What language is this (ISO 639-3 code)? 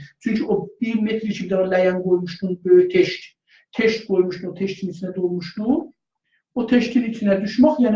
azb